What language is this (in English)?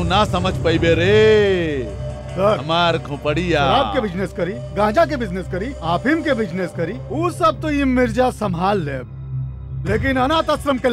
Bhojpuri